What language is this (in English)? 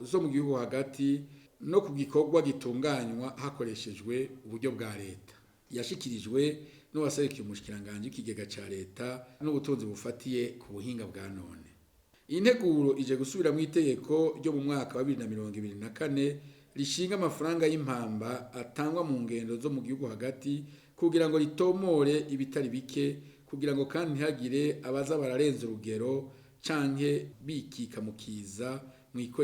Rundi